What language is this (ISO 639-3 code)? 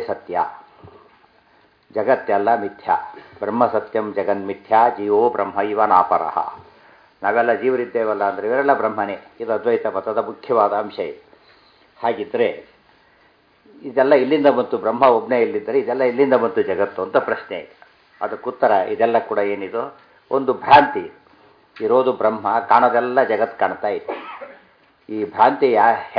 kan